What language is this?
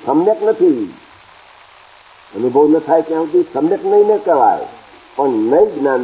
Gujarati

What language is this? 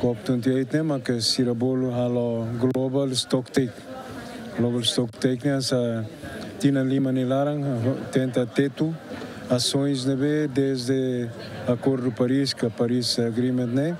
Tetum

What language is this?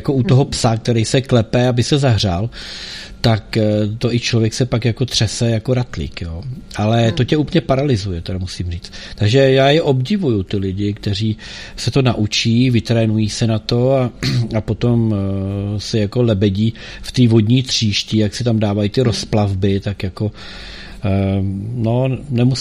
Czech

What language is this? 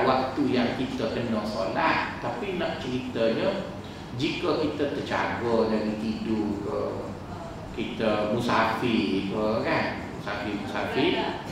Malay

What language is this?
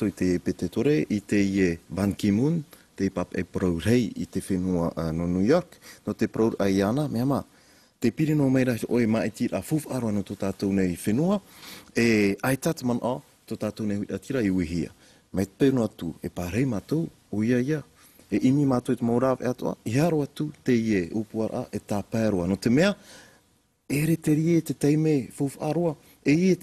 Tahitian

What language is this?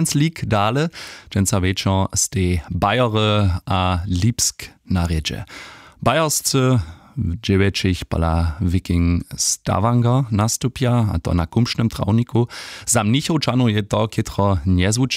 Upper Sorbian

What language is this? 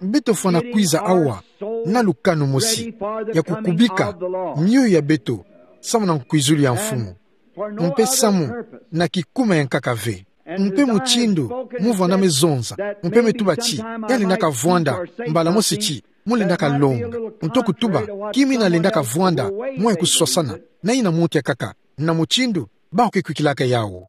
Kituba (Democratic Republic of Congo)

